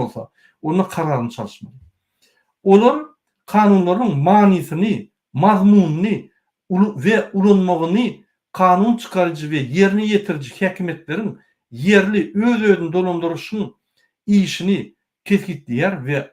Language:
Turkmen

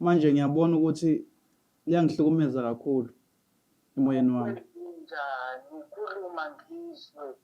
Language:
Zulu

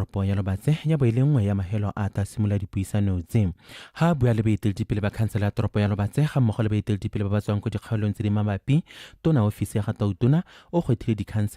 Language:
Tswana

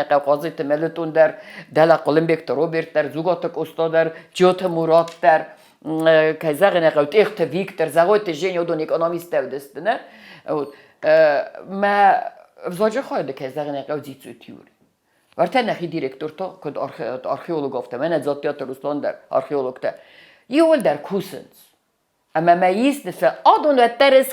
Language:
Ossetic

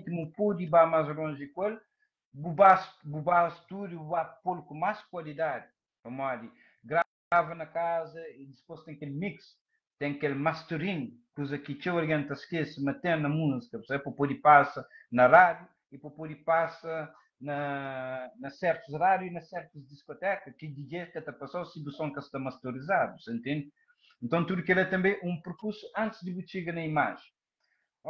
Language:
Kabuverdianu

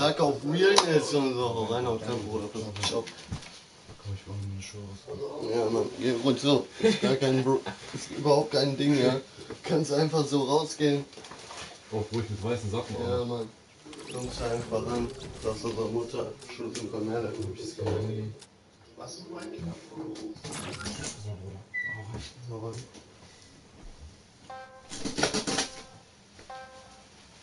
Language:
German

